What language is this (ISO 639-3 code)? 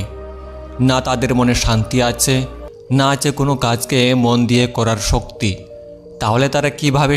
ben